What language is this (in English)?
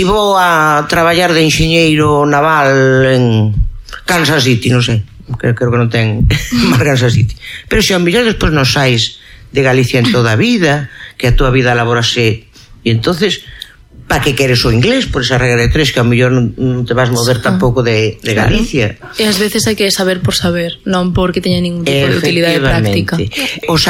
Galician